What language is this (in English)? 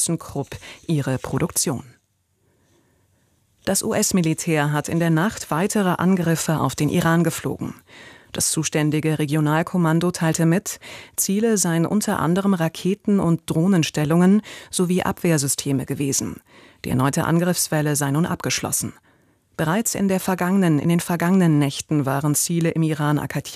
German